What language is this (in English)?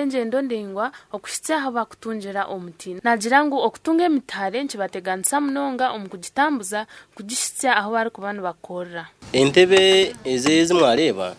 Nyankole